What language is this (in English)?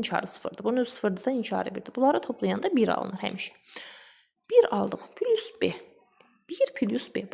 Azerbaijani